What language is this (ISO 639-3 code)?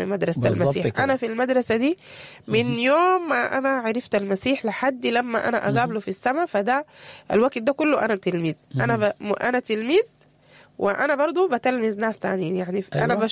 apd